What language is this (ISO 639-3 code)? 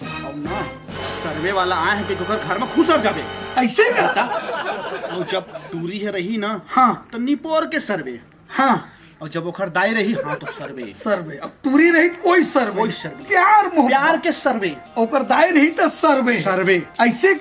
hne